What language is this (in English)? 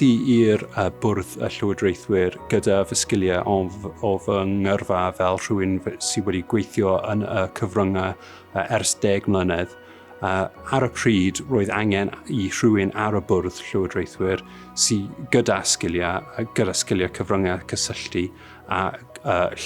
Welsh